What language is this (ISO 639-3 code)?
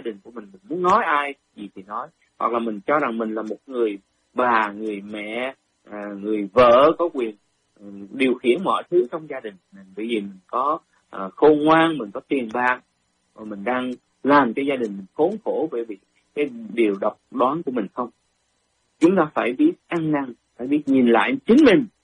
vie